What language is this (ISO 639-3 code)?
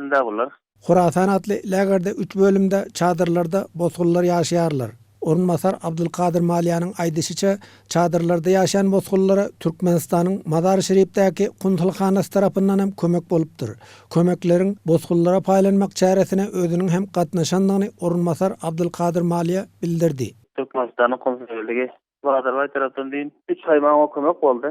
tuk